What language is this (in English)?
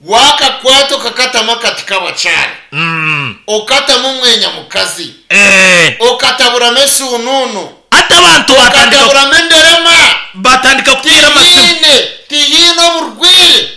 Nyankole